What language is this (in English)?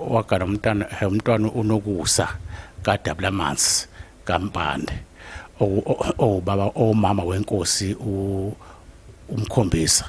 Zulu